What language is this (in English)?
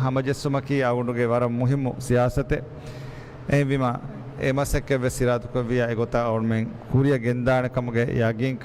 Divehi